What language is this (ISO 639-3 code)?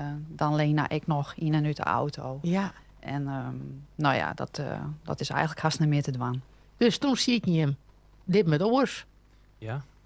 fry